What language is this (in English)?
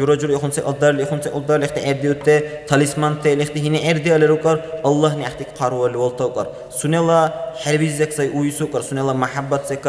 Dargwa